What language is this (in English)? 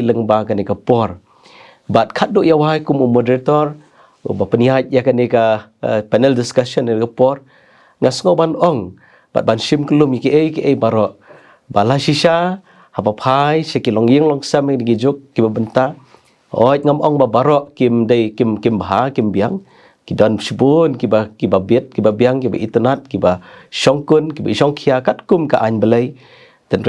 Khasi